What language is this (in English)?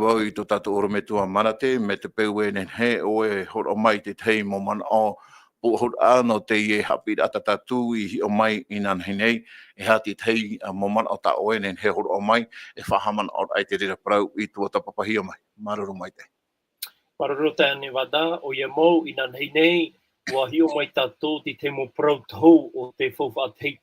Tahitian